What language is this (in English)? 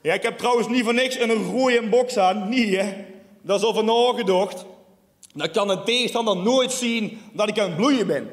Limburgish